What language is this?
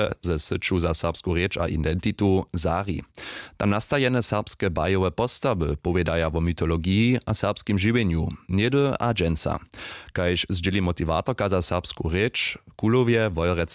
Upper Sorbian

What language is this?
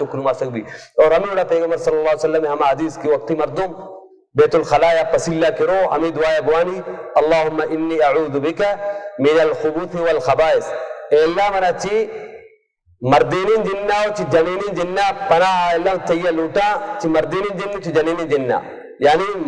Baluchi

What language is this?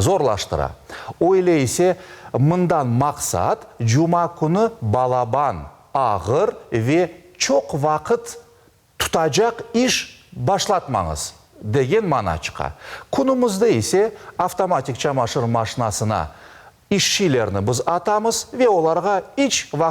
Crimean Tatar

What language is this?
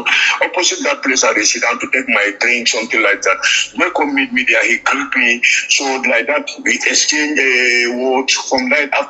Nigerian Pidgin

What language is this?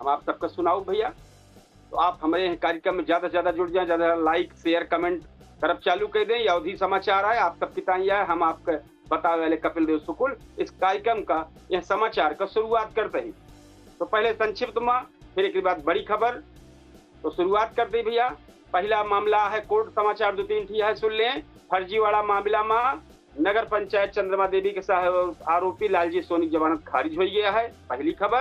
Awadhi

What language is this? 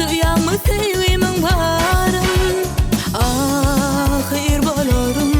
Turkmen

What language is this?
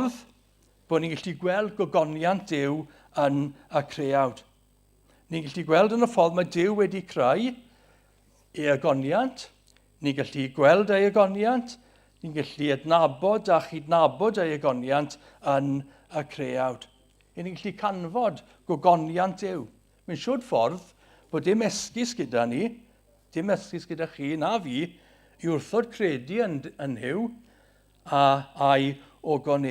Welsh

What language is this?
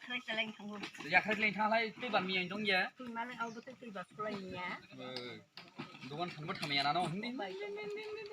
Kok Borok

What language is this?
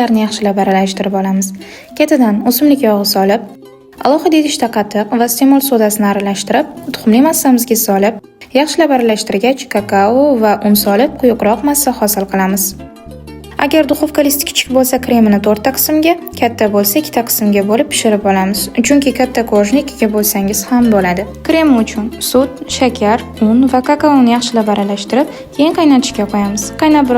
Uzbek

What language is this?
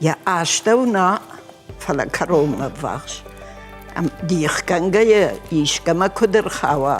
Ossetic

